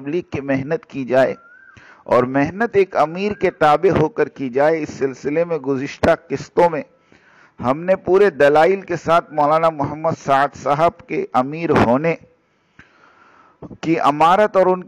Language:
Urdu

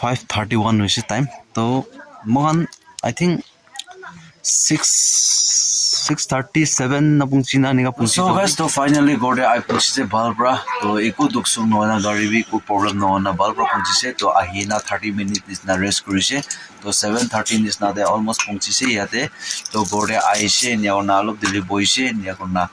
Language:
Naga Pidgin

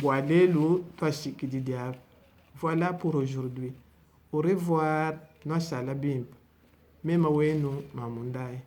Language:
Luba-Lulua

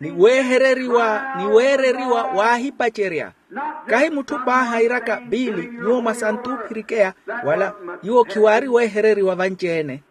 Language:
Makhuwa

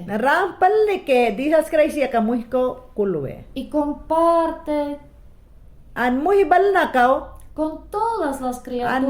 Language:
Mayangna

